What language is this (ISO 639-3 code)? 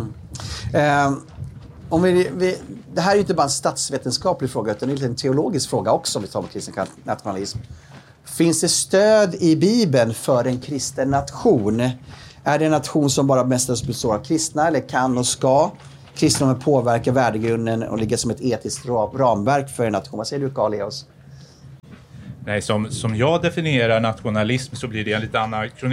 swe